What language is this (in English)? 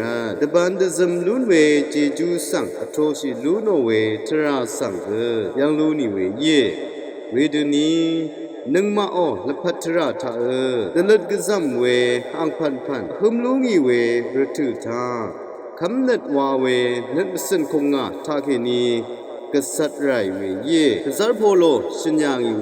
Rawang